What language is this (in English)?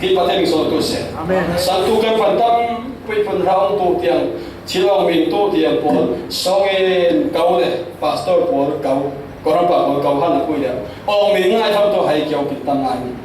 Falam Chin